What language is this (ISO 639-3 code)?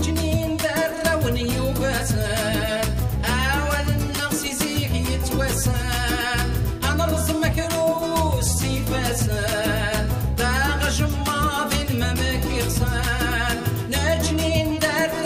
kab